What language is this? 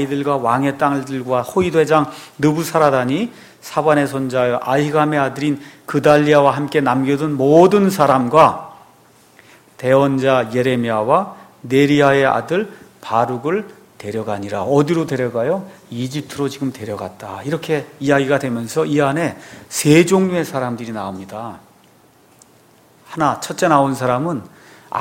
Korean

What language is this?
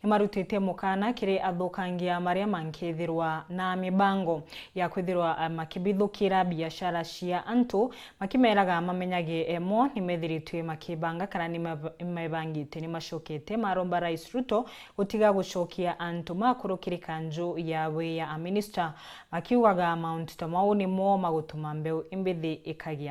Meru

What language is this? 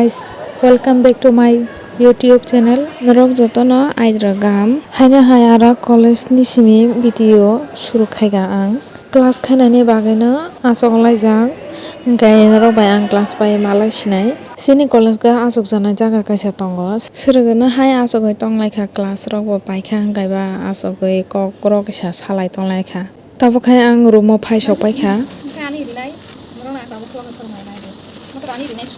Kok Borok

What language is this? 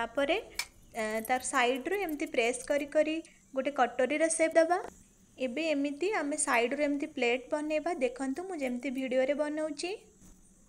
Odia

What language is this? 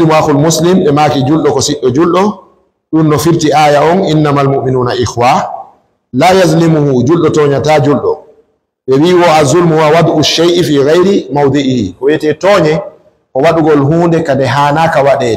Fula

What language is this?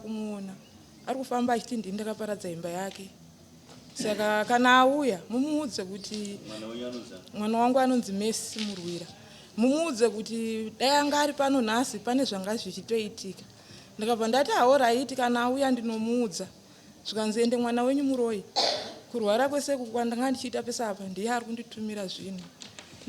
Shona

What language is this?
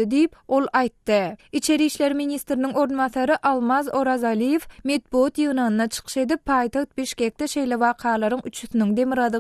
Turkmen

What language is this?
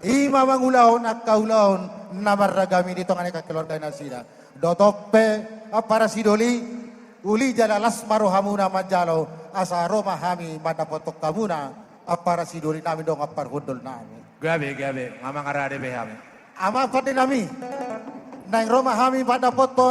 Batak Toba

